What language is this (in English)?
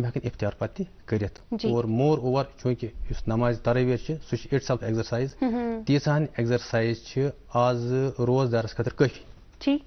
Kashmiri